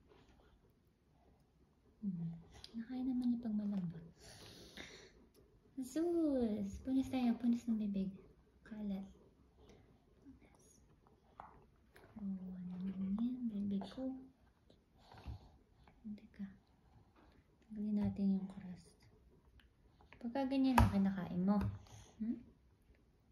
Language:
Filipino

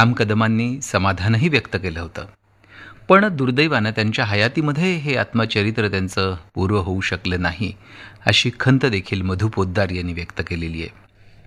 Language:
Marathi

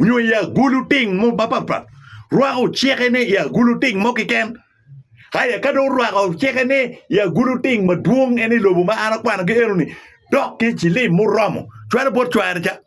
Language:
Acoli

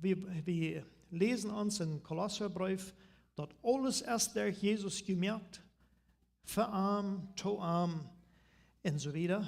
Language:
Plautdietsch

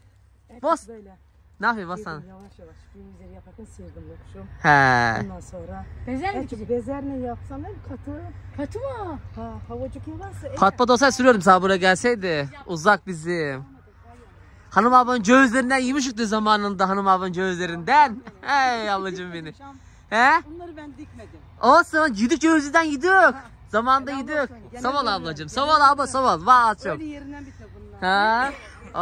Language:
Turkish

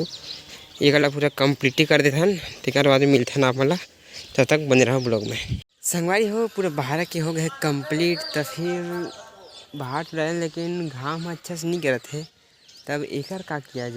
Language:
Chhattisgarhi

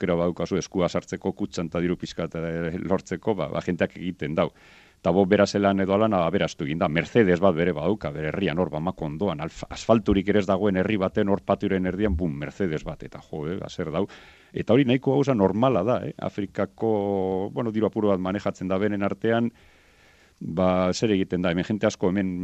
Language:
Basque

